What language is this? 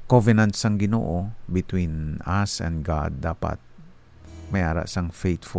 Hiligaynon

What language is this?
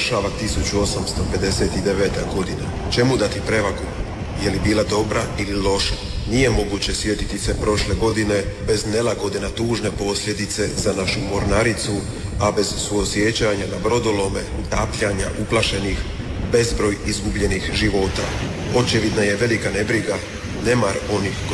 Croatian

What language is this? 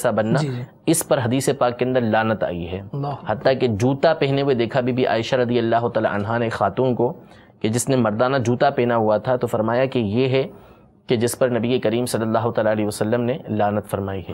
Urdu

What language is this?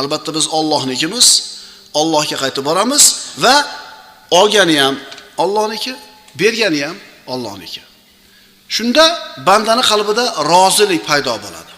Uzbek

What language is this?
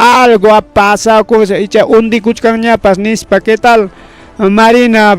Ayacucho Quechua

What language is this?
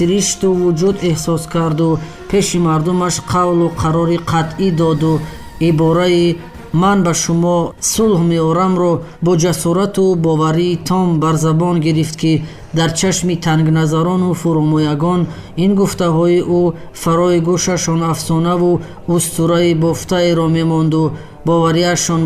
Tajik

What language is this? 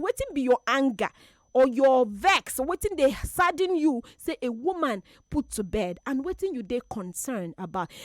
Nigerian Pidgin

